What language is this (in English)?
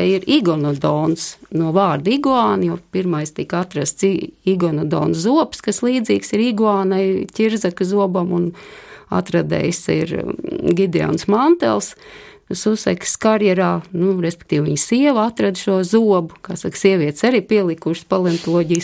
Latvian